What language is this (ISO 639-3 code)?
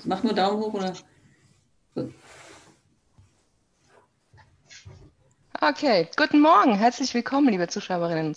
deu